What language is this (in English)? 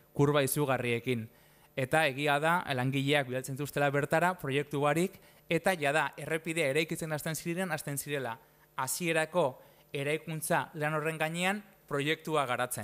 Basque